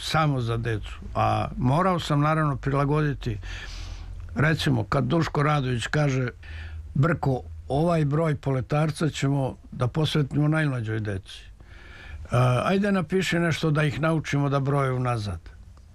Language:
Serbian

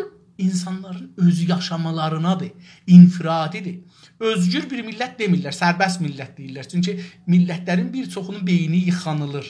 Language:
South Azerbaijani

